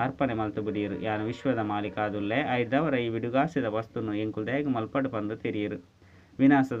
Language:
Tulu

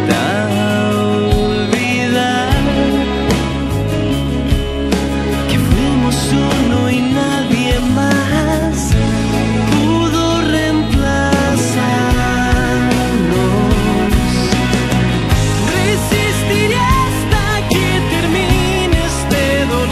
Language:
Spanish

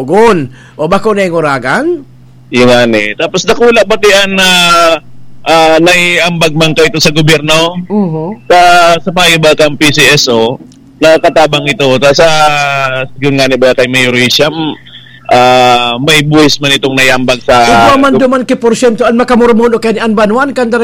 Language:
Bikol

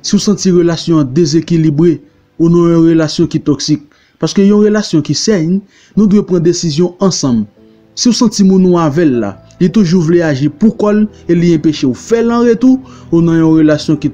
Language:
Haitian Creole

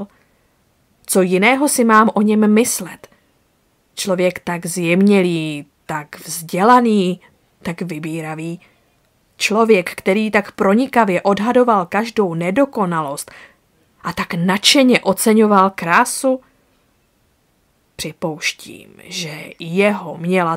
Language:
Czech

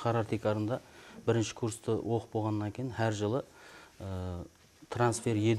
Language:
Kara-Kalpak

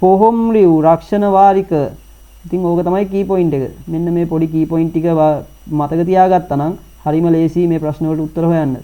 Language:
Sinhala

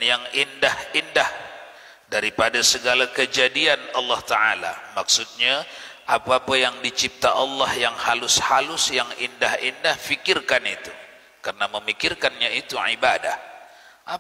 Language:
Malay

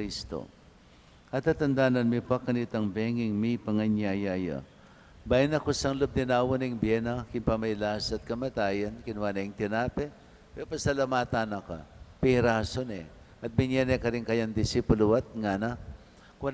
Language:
Pampanga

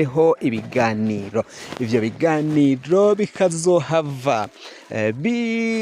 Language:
Rundi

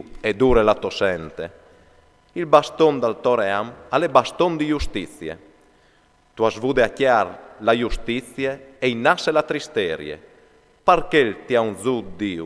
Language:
Friulian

